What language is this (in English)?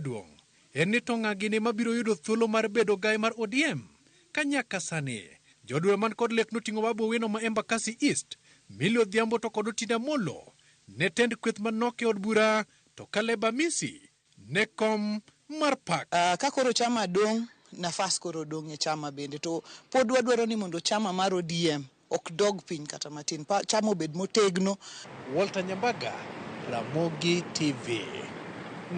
Luo (Kenya and Tanzania)